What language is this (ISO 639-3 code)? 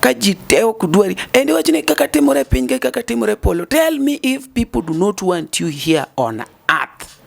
luo